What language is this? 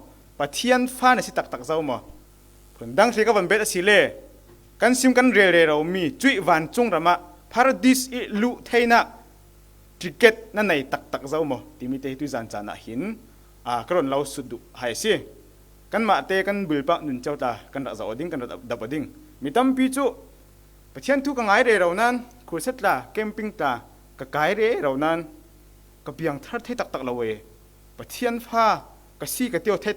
Falam Chin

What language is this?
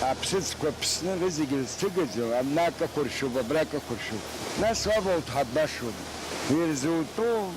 Abkhazian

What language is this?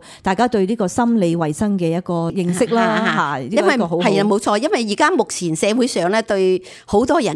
Cantonese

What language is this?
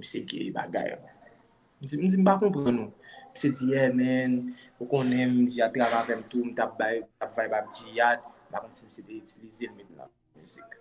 Haitian Creole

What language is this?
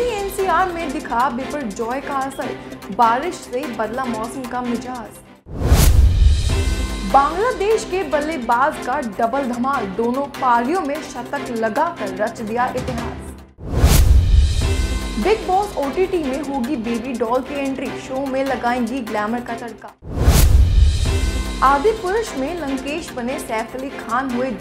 Hindi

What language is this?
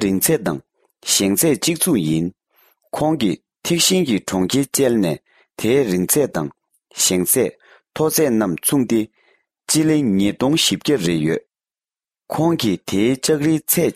Tibetan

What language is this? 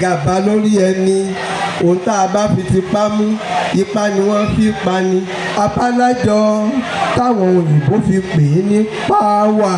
Yoruba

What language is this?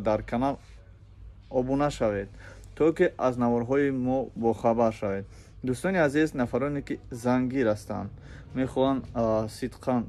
Tajik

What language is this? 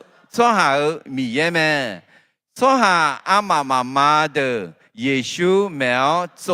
Akha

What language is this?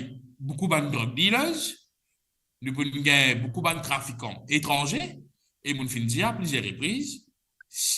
Morisyen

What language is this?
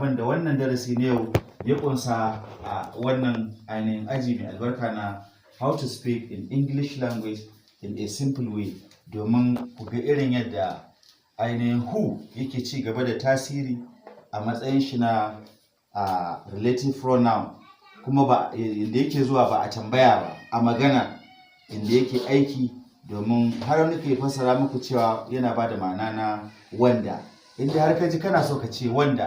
Hausa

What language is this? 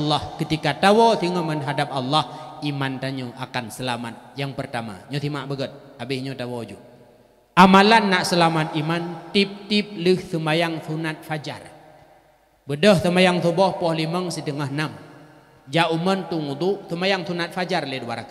Achinese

